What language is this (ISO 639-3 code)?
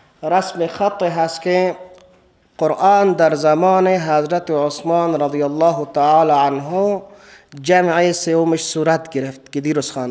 fas